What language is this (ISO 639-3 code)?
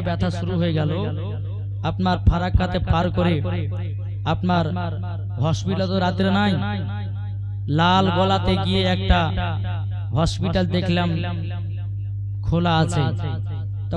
ben